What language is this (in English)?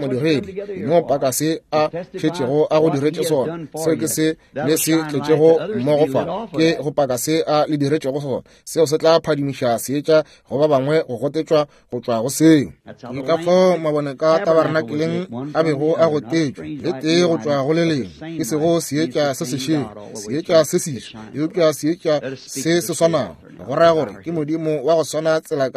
Northern Sotho